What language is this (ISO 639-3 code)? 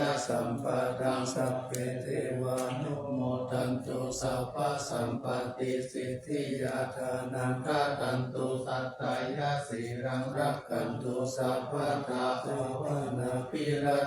pli